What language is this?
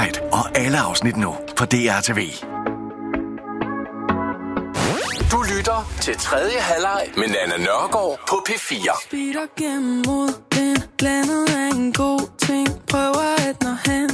Danish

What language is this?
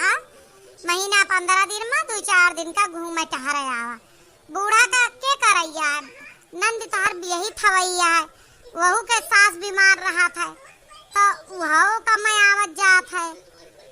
Awadhi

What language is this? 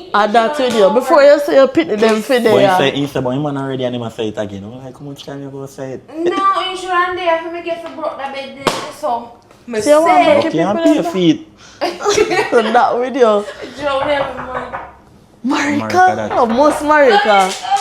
Jamaican Creole English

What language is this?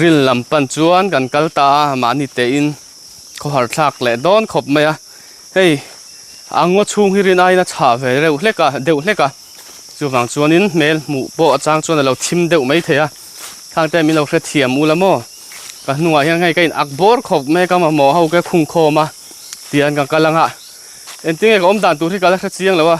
Mizo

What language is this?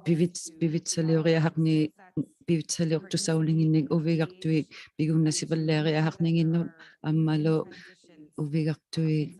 Inuktitut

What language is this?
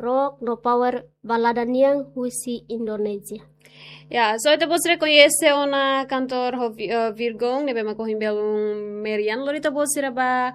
Tetum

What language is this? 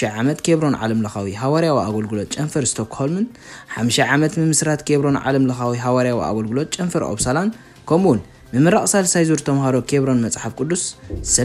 Tigrinya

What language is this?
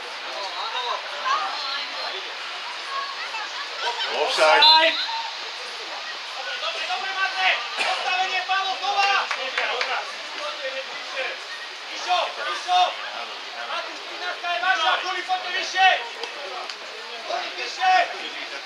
Slovak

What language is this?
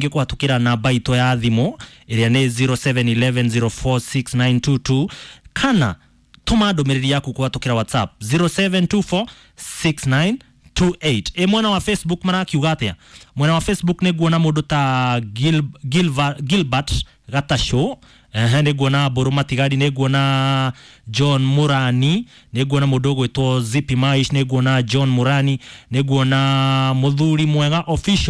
Kikuyu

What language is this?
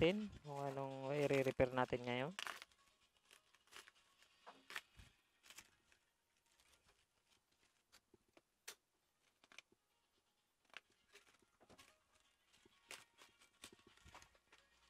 Filipino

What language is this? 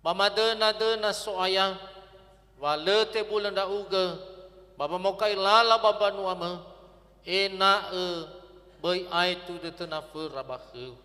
Nias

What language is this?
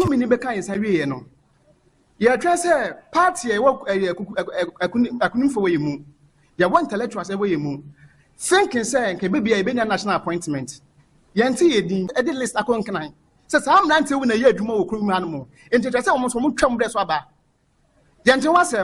Akan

